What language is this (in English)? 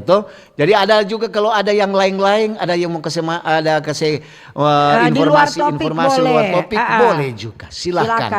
Manado Malay